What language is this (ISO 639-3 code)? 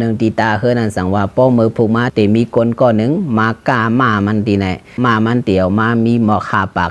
shn